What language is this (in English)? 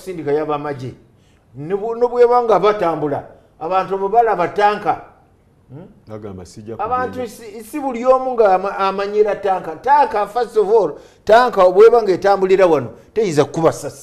Ganda